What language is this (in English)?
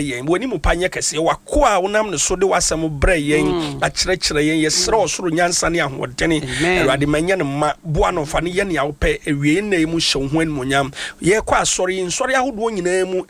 Akan